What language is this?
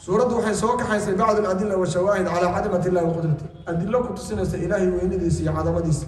Somali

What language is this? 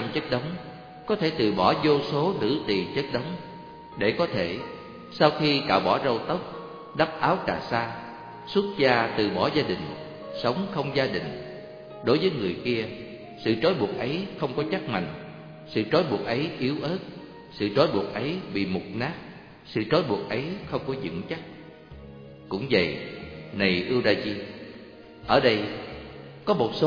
Vietnamese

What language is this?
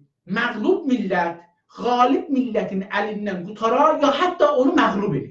South Azerbaijani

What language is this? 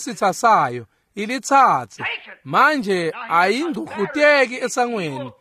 Swati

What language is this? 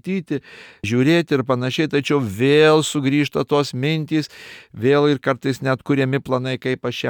Lithuanian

